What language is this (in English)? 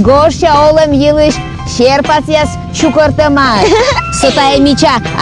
Komi